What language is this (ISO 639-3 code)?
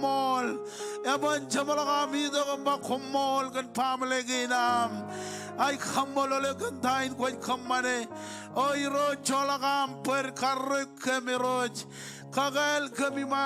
mah